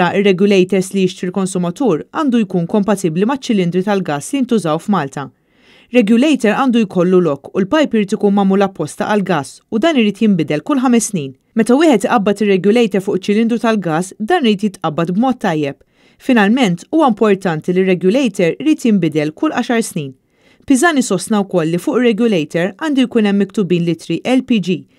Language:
Maltese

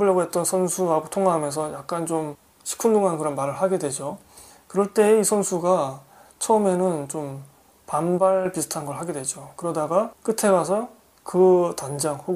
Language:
Korean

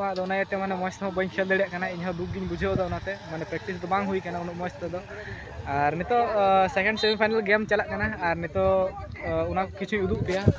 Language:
Santali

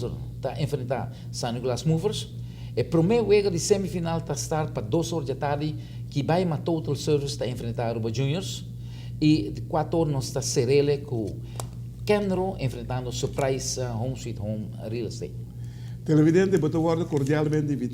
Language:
Papiamento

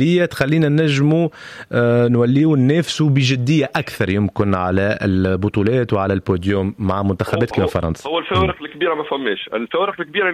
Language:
Tunisian Arabic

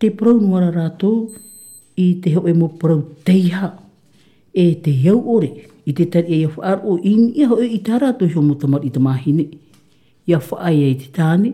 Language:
Tahitian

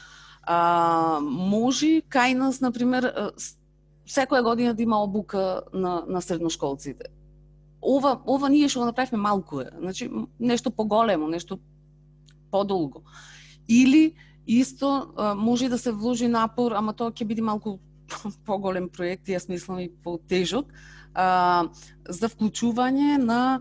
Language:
Macedonian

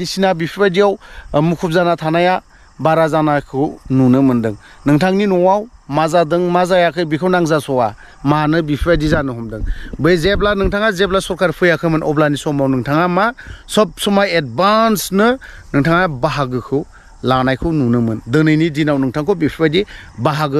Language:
Bodo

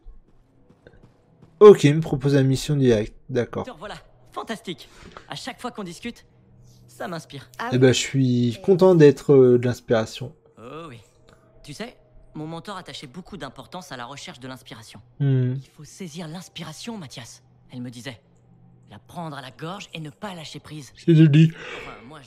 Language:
French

